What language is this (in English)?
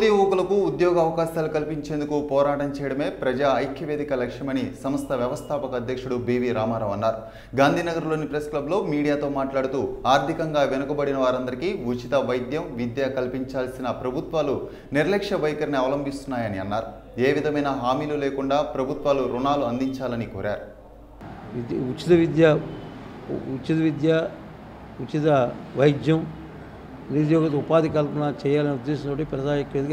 Telugu